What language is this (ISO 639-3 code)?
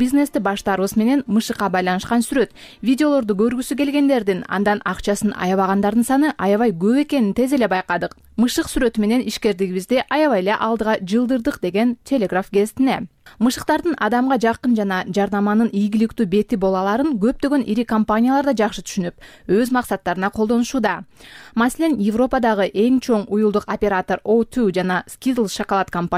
kir